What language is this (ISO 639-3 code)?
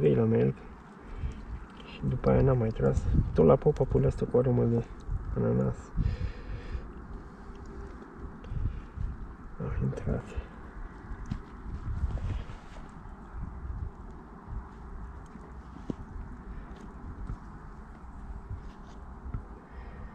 ron